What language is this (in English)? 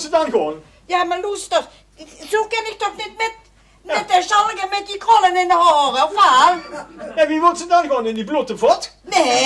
Limburgish